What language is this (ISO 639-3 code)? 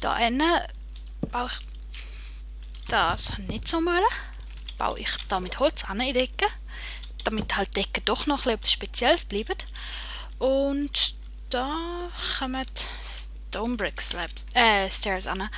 gsw